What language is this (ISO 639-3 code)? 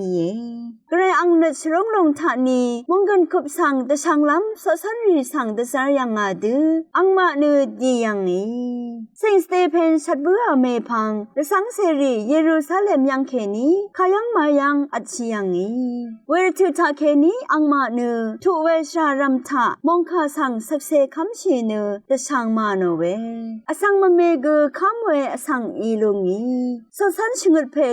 raw